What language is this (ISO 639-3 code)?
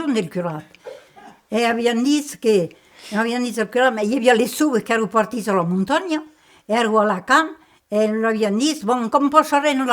oci